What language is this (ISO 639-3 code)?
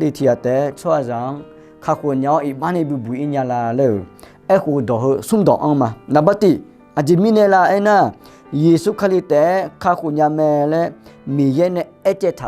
ahk